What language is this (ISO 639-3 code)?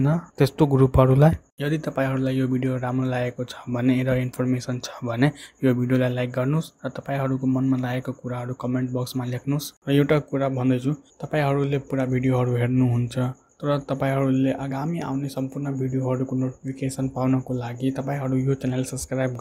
nep